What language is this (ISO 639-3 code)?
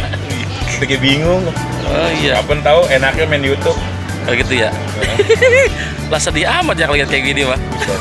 bew